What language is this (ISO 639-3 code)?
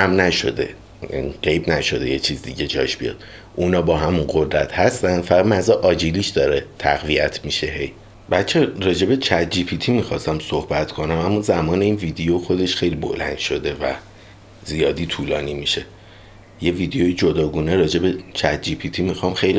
fas